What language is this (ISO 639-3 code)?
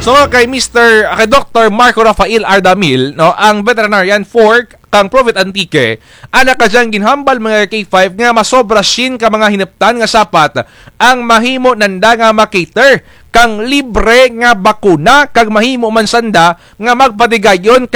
krj